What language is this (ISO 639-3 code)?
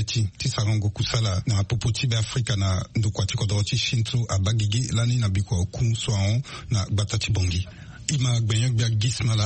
sag